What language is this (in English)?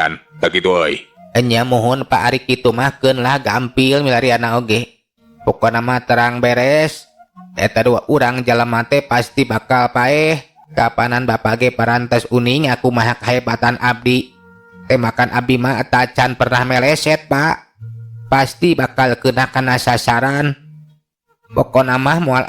Sundanese